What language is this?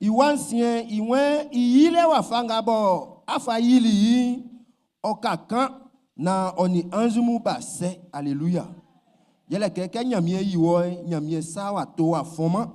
Baoulé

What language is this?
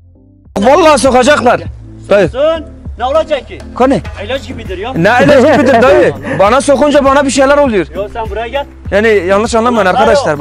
Turkish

